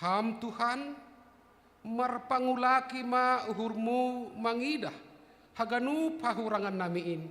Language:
Batak Simalungun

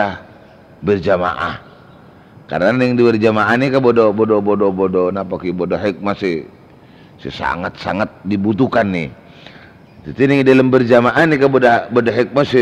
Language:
Madurese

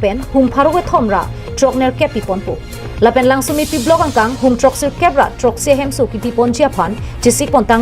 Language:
Karbi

